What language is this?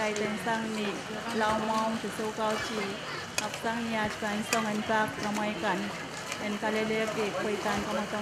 Pohnpeian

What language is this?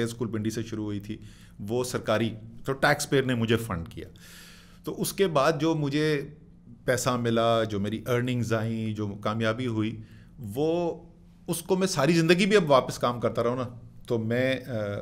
Urdu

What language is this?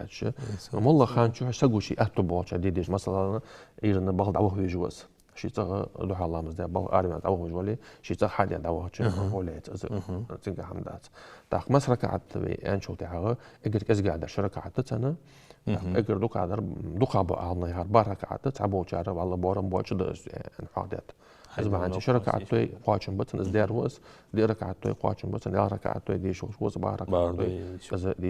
Ingush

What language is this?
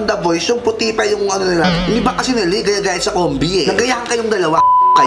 Filipino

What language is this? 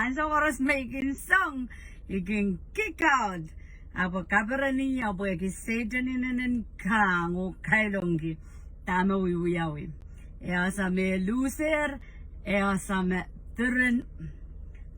Pohnpeian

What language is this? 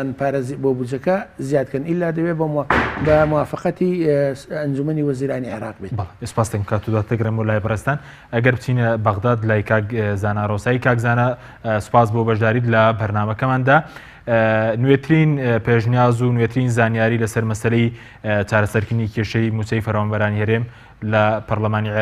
Central Kurdish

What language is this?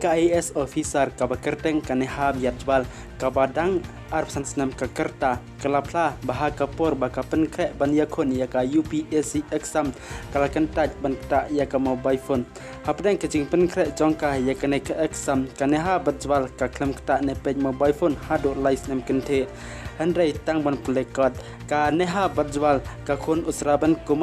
Khasi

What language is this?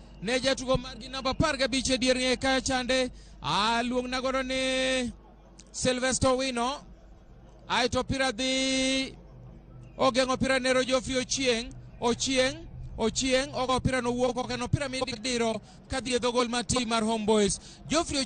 Luo (Kenya and Tanzania)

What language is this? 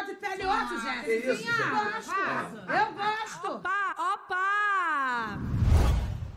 Portuguese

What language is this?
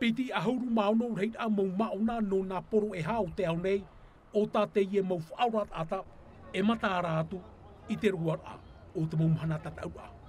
Tahitian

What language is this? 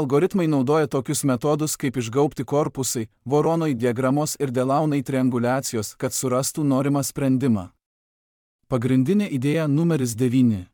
Lithuanian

